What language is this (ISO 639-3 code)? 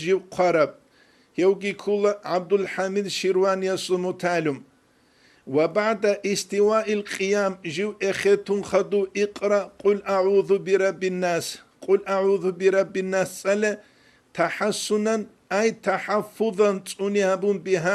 ava